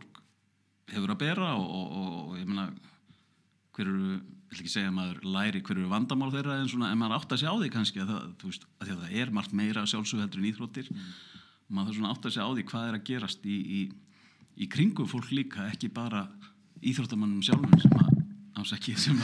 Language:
Icelandic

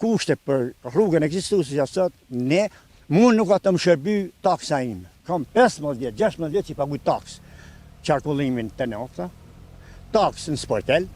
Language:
Albanian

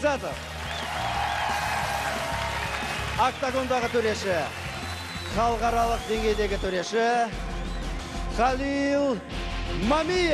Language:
Kazakh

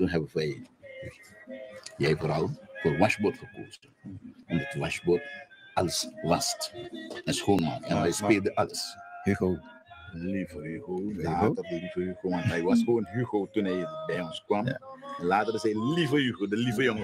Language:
Dutch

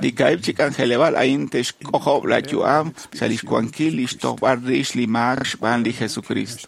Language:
Kekchí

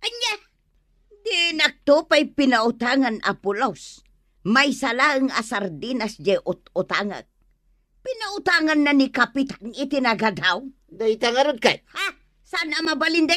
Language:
Iloko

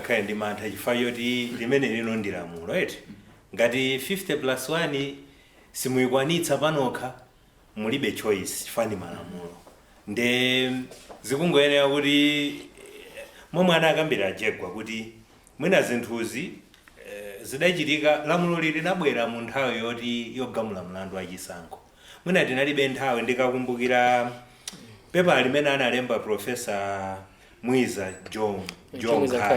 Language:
Nyanja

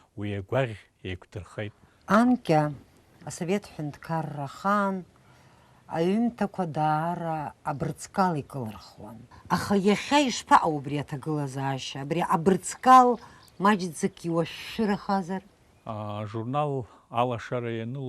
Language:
Abkhazian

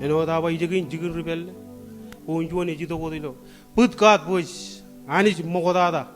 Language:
Marshallese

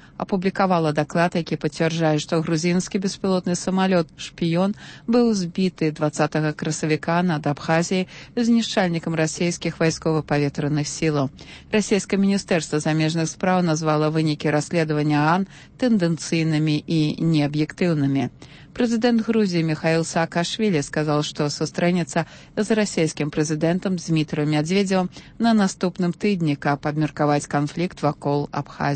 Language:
Belarusian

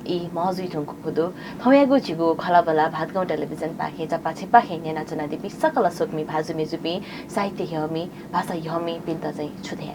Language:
Newari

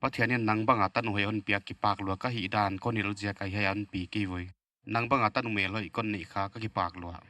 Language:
Paite Chin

